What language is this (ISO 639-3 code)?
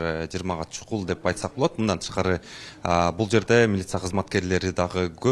kir